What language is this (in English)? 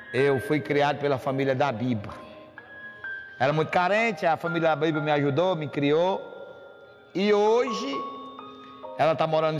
Portuguese